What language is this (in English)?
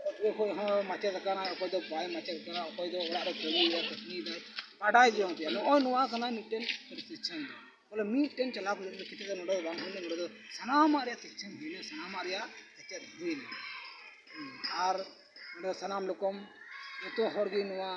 Santali